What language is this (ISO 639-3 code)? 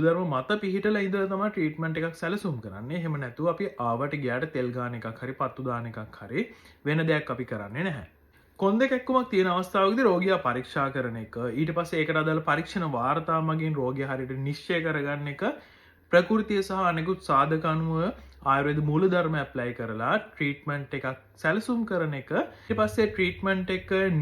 sin